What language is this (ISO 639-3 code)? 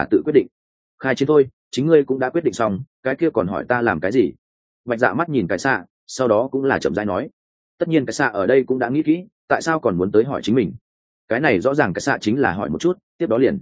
vie